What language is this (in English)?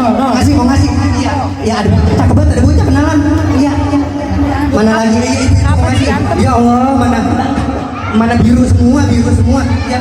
Betawi